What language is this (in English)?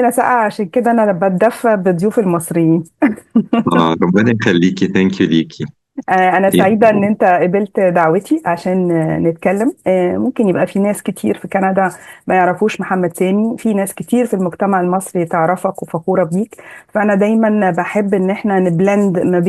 Egyptian Arabic